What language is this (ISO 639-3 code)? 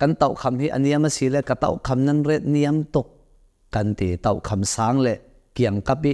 cnh